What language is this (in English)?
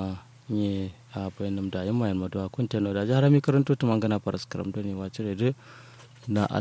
Kanuri